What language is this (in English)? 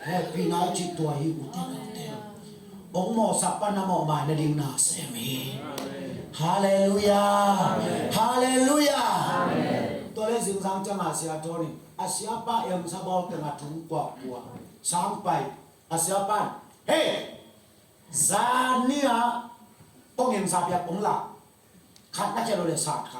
Tedim Chin